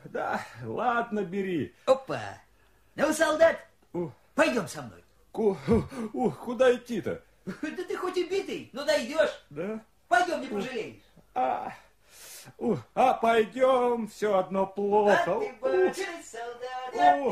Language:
Russian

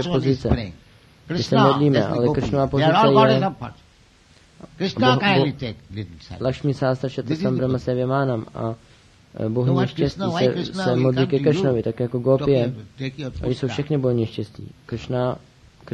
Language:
Czech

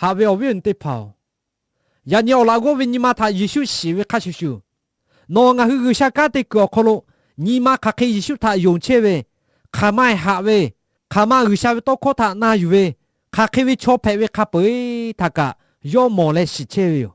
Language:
Lahu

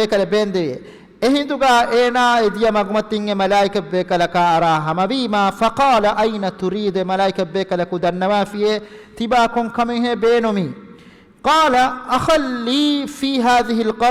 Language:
Divehi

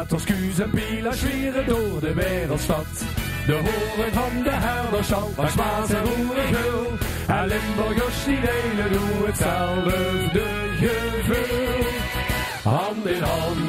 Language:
Limburgish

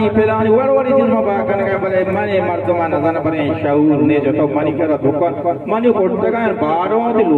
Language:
Baluchi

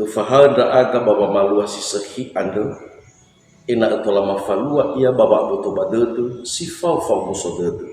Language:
Nias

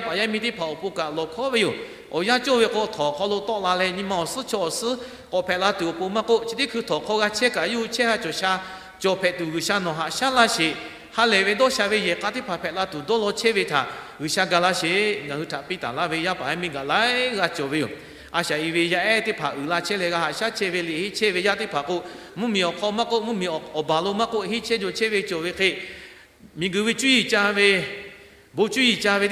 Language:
Lahu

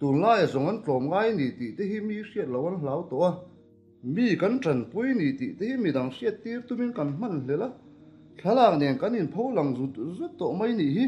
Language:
Mizo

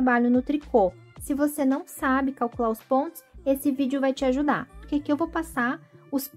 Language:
Portuguese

